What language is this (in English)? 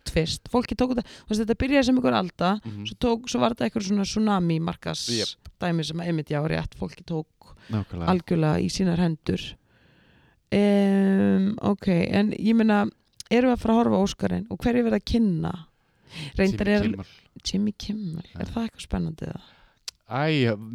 Icelandic